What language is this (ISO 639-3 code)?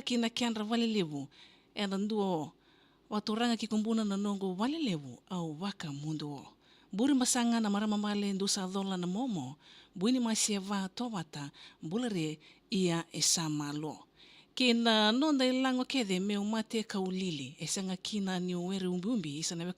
fij